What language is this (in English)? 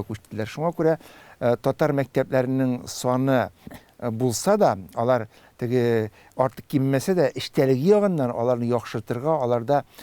Tatar